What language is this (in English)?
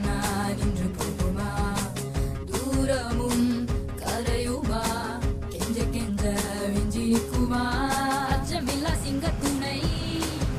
Tamil